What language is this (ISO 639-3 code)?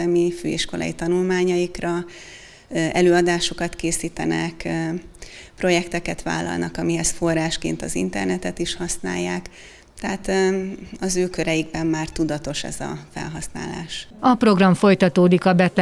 hun